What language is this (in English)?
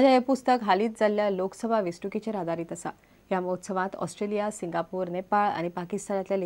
Konkani